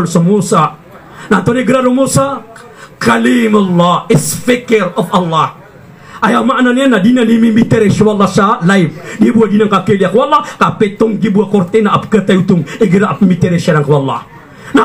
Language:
Maranao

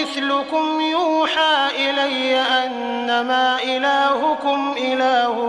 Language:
Maranao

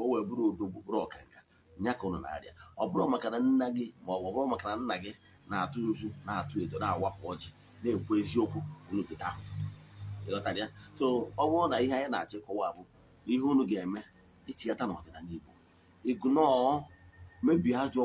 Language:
Igbo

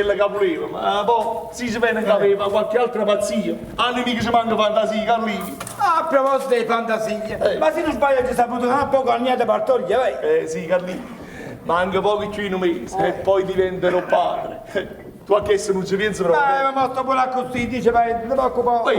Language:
Neapolitan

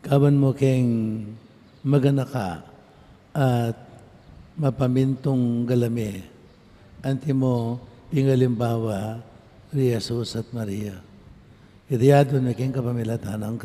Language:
Pampanga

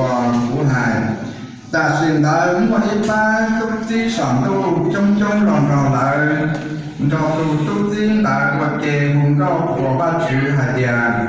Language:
Hmong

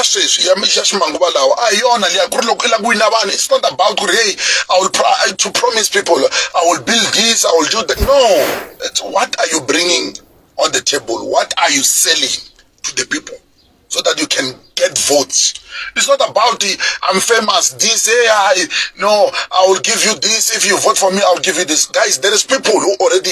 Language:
Tsonga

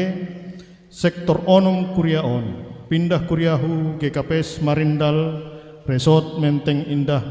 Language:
Batak Simalungun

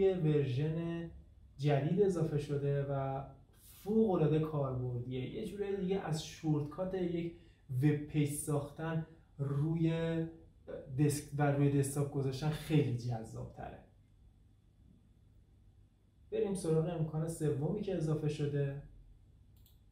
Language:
Persian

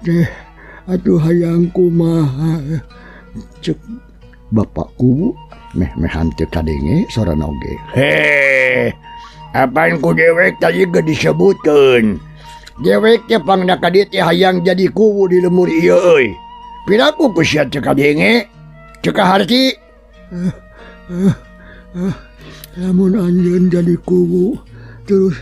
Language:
Sundanese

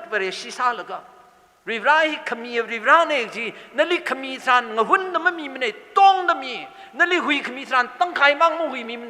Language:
Tangkhul Naga (India)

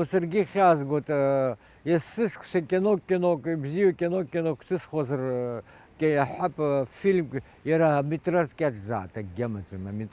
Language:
Abkhazian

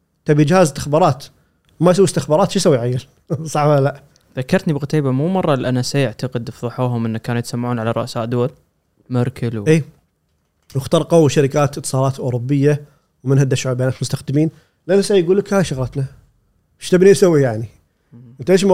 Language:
Gulf Arabic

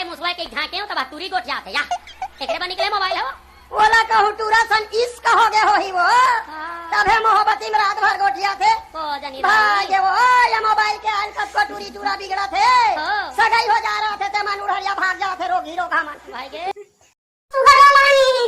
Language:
Chhattisgarhi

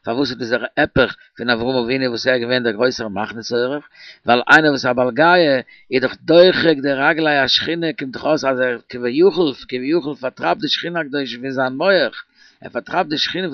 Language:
Yiddish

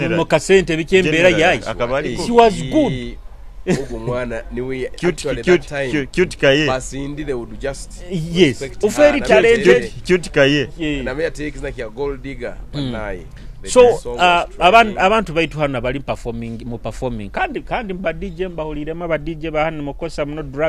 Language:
Nyoro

